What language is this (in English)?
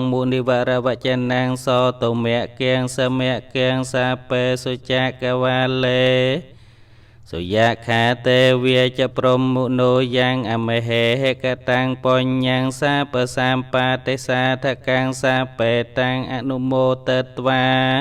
Khmer